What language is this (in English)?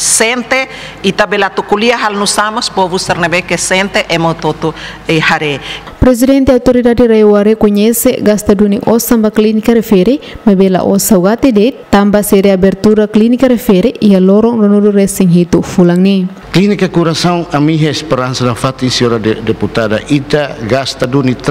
Tetum